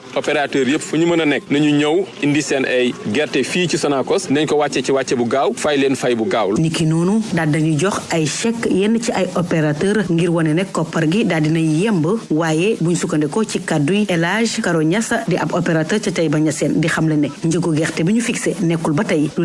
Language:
Wolof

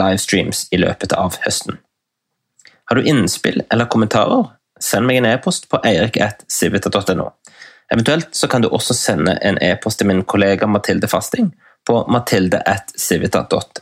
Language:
Norwegian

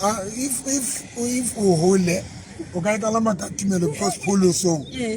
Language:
Southern Sotho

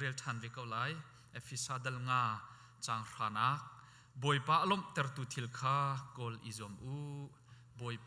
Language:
Hakha Chin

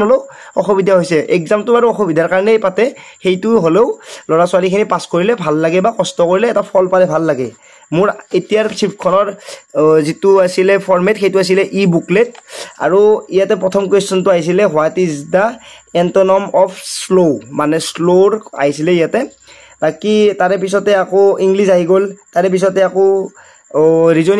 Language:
Assamese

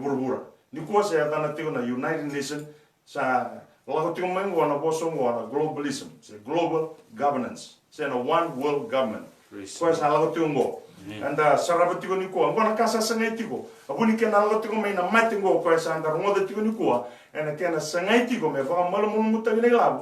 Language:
Fijian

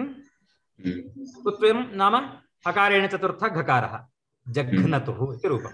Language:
Sanskrit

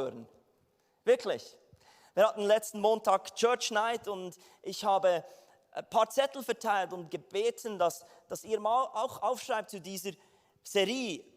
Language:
Swiss German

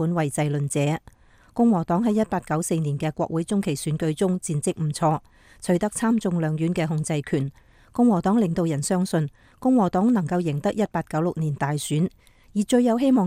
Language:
Cantonese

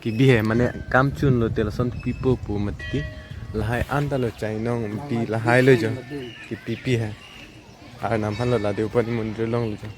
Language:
Karbi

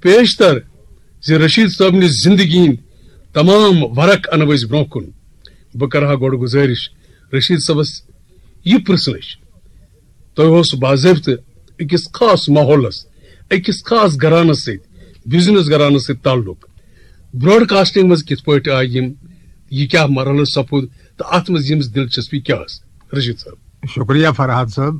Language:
Kashmiri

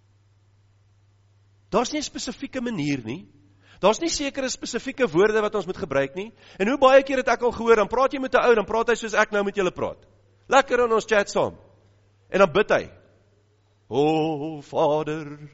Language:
Afrikaans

